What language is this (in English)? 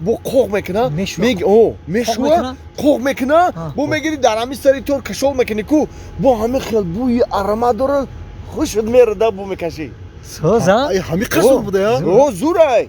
Tajik